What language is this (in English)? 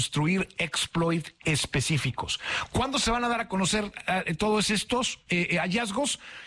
Spanish